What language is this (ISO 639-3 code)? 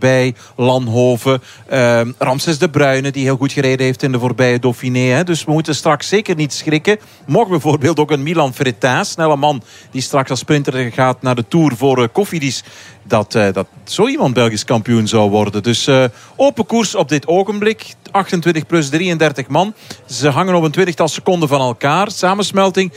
nld